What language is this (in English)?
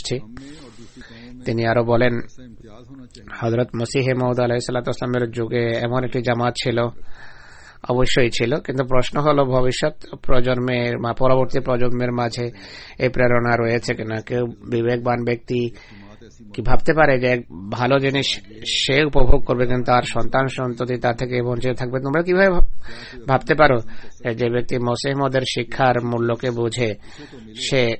Bangla